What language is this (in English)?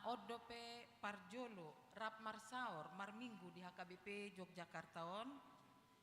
Batak Toba